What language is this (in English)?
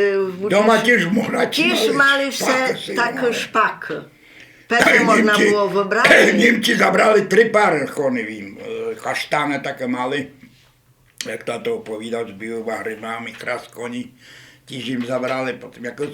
Rusyn